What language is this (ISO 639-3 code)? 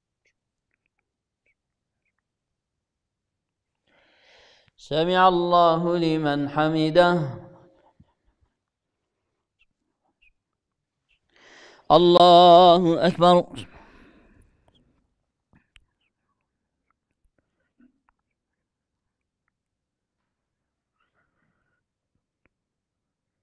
ara